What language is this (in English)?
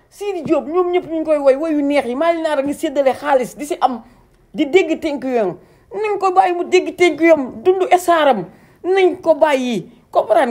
Wolof